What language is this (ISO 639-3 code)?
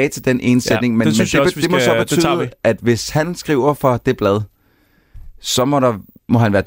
dan